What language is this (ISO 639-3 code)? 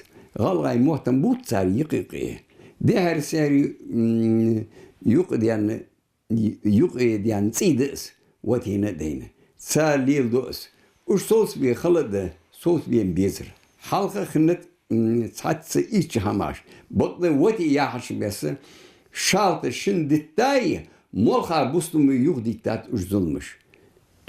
inh